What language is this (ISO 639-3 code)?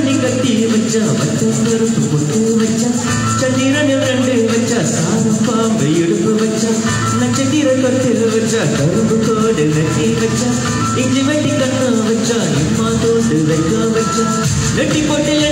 tam